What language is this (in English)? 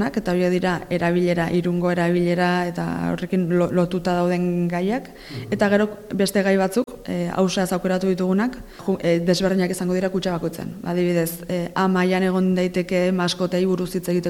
Basque